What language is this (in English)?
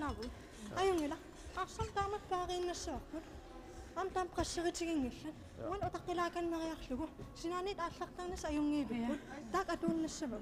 Kalaallisut